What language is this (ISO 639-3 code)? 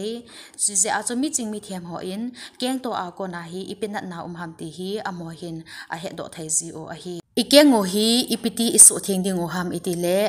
tcz